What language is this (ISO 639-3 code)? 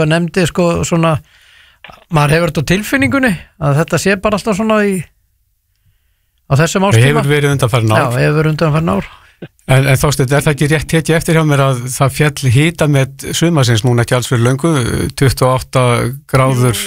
isl